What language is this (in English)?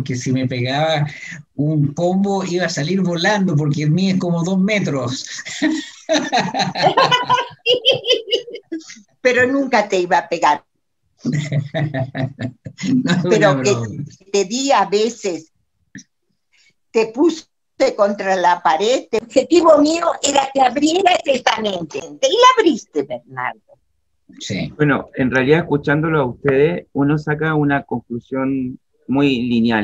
Spanish